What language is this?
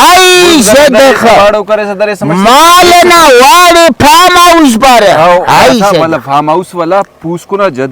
Brahui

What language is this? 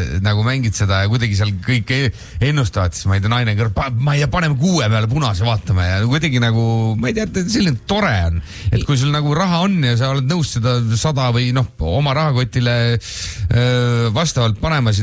Estonian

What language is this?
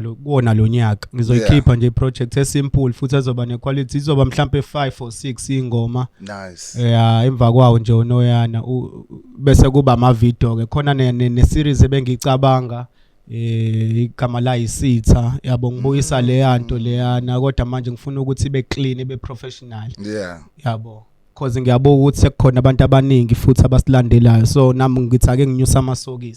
Zulu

